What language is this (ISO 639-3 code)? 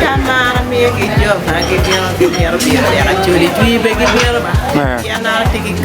ach